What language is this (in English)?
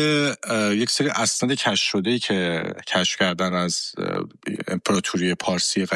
Persian